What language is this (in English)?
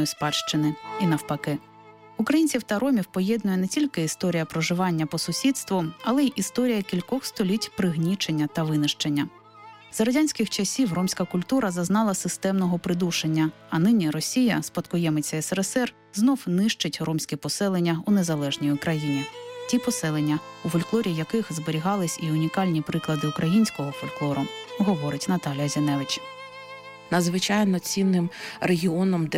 Ukrainian